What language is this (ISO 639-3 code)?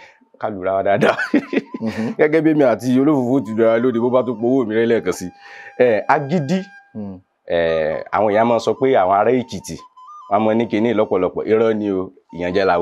yor